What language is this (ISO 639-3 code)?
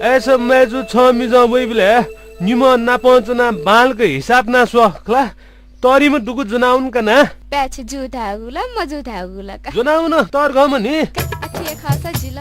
new